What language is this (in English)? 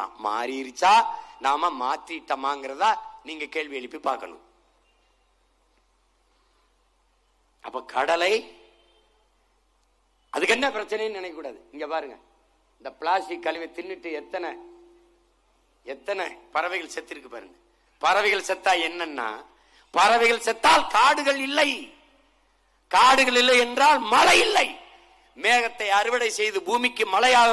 Tamil